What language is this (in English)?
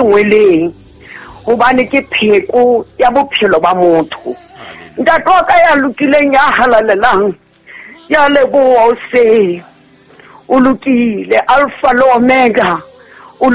Southern Sotho